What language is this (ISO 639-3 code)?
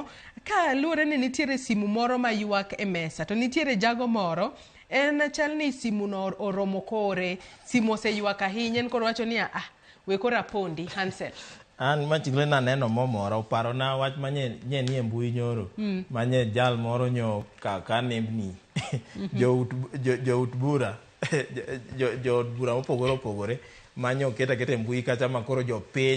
luo